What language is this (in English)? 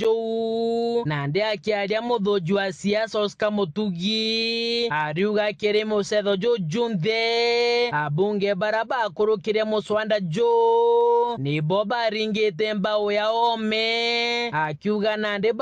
Meru